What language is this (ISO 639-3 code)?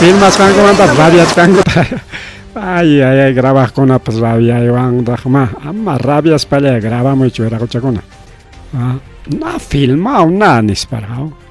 quy